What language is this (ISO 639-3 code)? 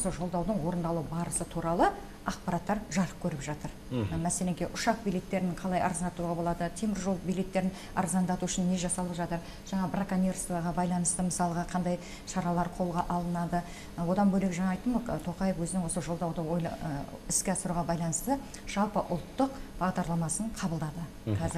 kaz